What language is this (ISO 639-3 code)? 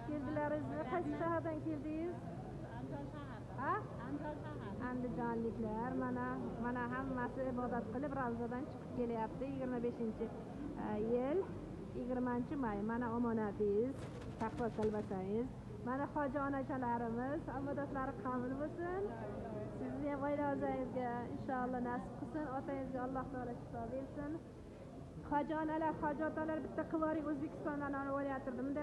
uzb